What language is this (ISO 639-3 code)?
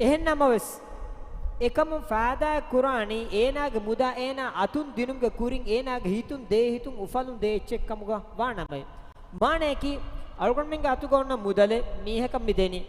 div